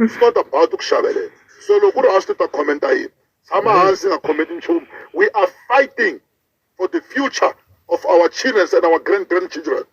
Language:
Tsonga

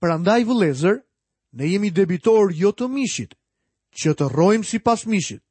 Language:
Albanian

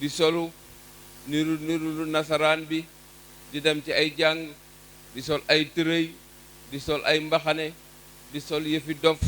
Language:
Wolof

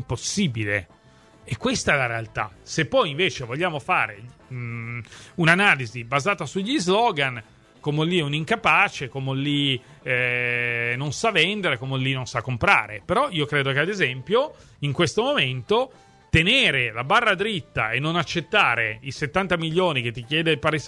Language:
Italian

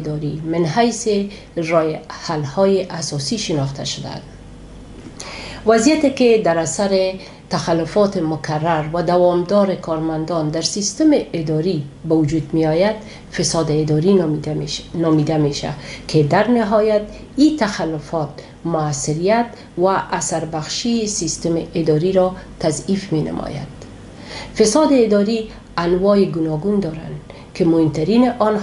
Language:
Persian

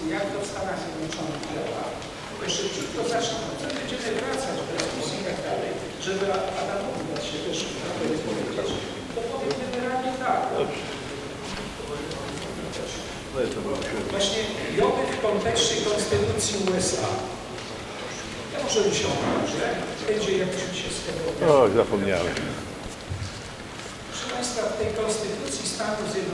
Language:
Polish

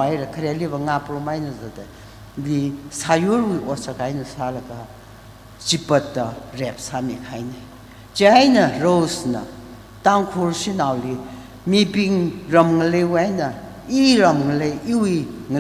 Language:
Tangkhul Naga (India)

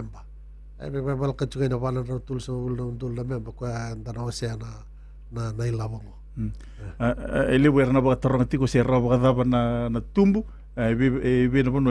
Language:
Fijian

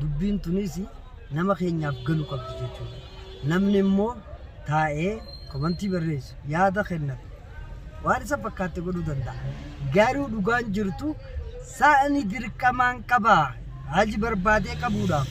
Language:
Oromo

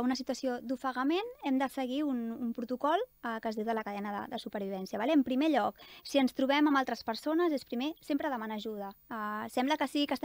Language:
Catalan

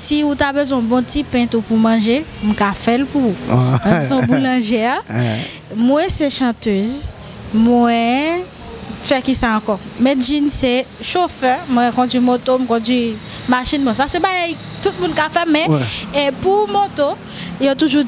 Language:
Haitian Creole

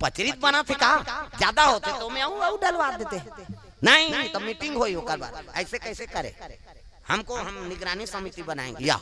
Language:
Chhattisgarhi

